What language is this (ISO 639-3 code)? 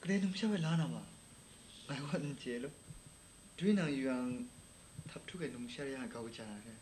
kac